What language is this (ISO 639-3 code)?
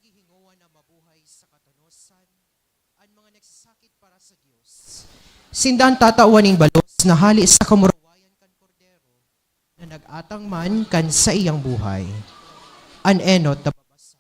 bik